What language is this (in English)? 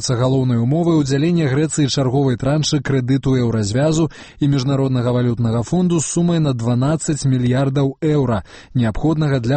Belarusian